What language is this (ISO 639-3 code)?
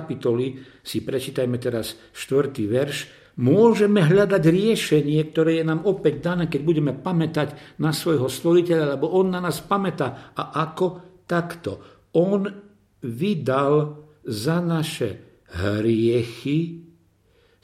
slk